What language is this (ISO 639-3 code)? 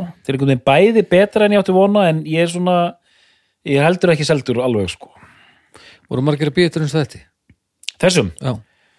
isl